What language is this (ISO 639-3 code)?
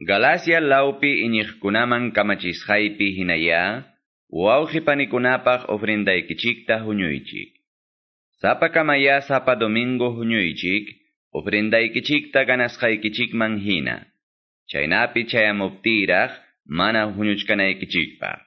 que